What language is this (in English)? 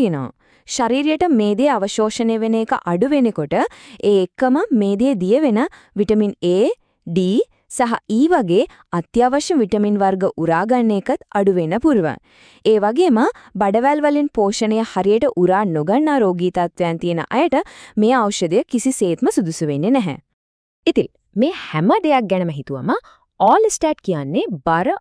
Sinhala